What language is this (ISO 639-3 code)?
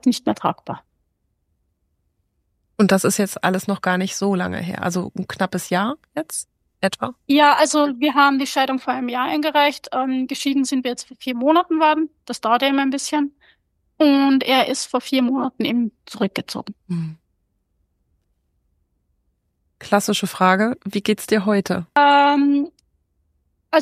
deu